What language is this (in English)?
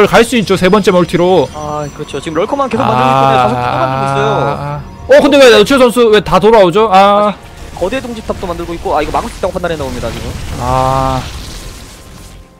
Korean